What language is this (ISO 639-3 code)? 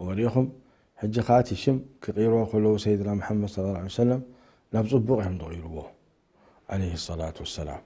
tir